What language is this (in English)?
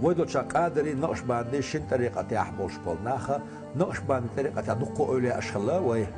Chechen